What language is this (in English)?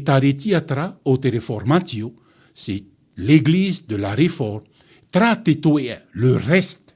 Tahitian